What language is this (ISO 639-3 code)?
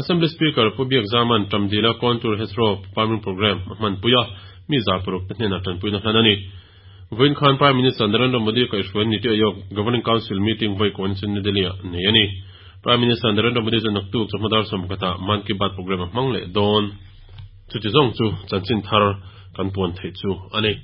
lus